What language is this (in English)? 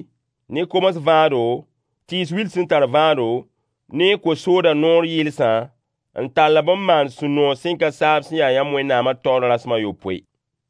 Mossi